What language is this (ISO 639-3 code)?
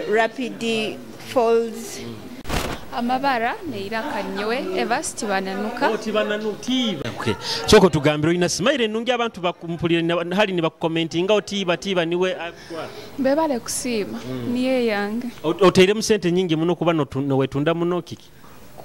nyo